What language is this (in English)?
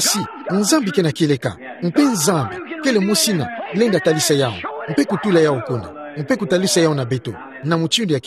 Kituba (Democratic Republic of Congo)